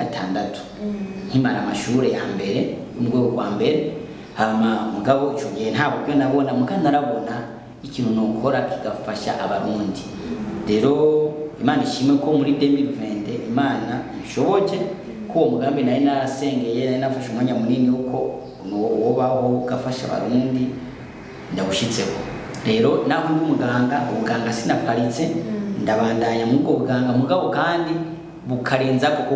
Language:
Rundi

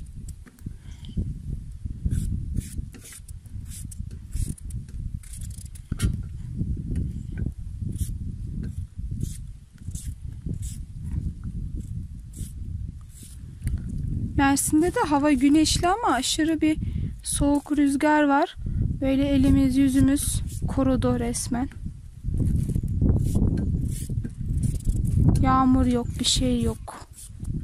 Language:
Turkish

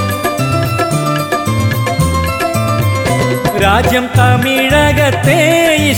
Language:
Malayalam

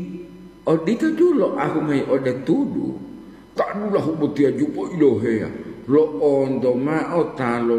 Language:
Gorontalo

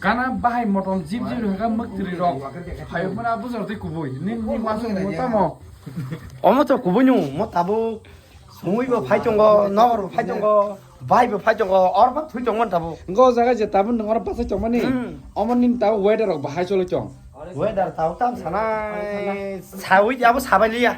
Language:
Kok Borok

